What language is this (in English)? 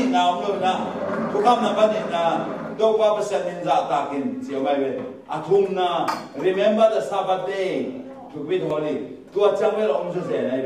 Tedim Chin